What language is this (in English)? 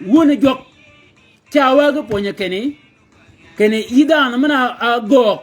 Shilluk